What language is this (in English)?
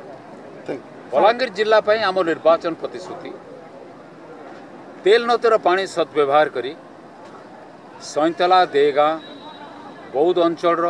Odia